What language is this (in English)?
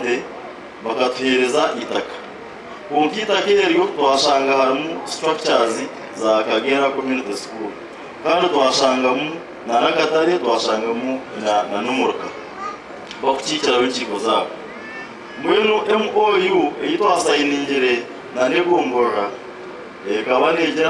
Nyankole